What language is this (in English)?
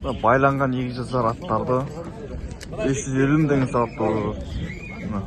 Kazakh